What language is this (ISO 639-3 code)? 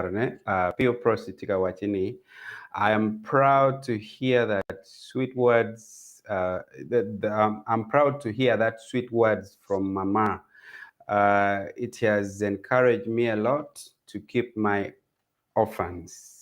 ach